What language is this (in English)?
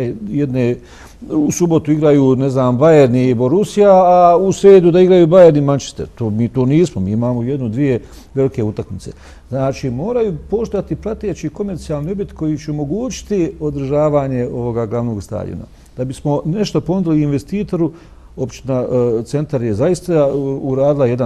Bosnian